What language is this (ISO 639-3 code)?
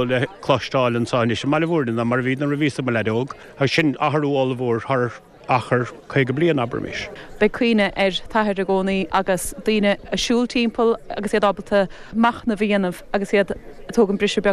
gle